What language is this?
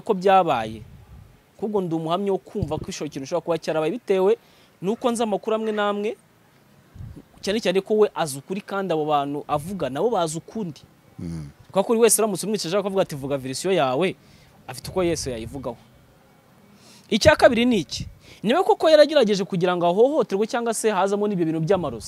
Kinyarwanda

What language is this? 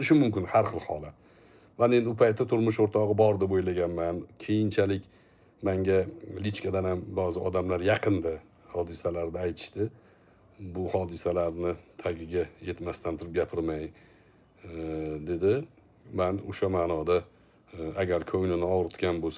Uzbek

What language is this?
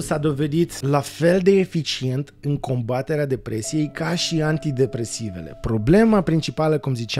Romanian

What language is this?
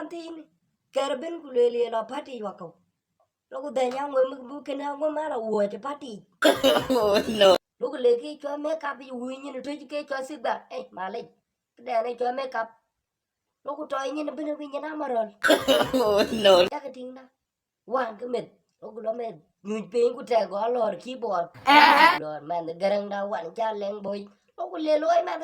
Dinka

